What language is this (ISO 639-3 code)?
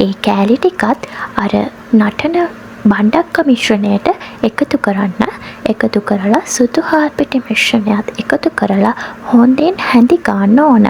sin